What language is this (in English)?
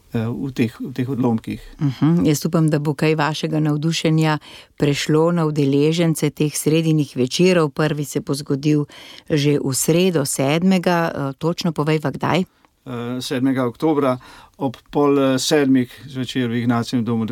Slovenian